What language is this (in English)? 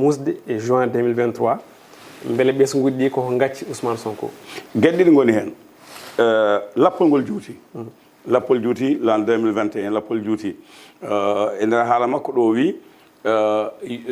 Fula